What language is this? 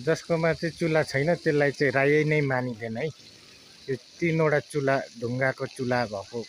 Nepali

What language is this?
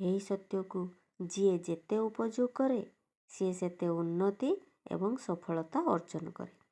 Odia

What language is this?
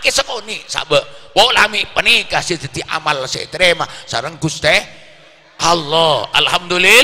Madurese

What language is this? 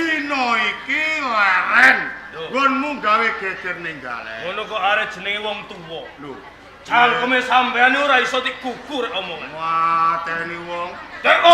Javanese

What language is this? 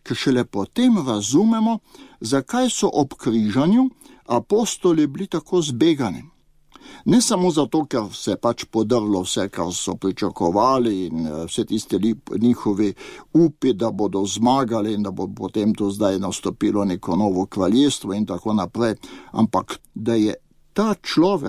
Slovenian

